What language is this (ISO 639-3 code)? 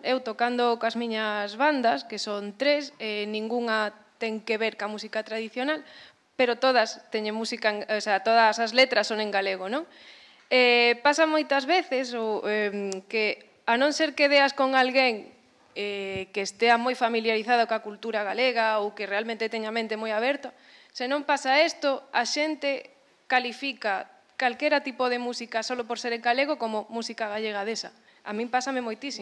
glg